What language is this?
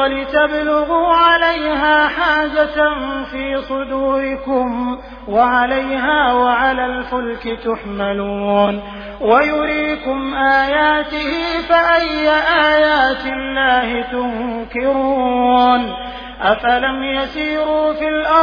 Arabic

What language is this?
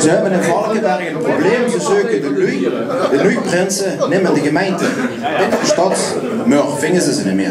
Limburgish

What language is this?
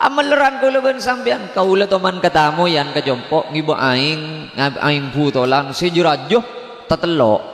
Madurese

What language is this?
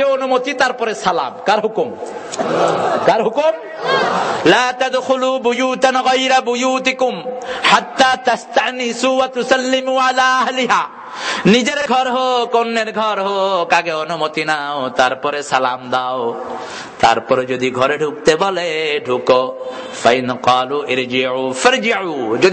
Bangla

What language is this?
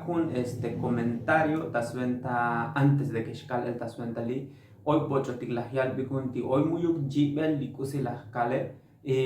Tzotzil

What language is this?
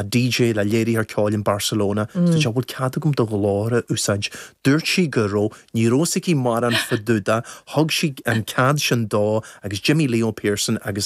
Irish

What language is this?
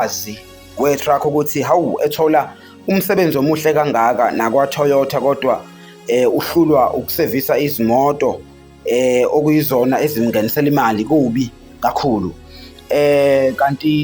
Zulu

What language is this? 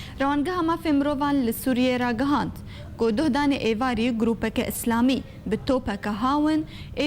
Kurdish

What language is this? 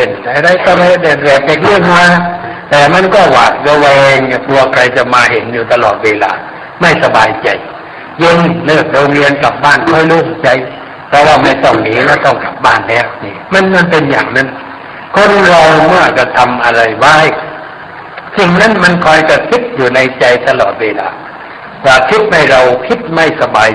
Thai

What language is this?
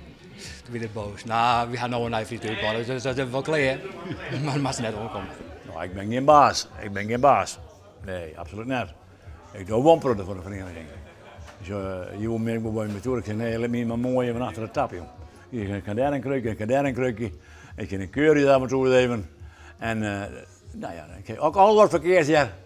Western Frisian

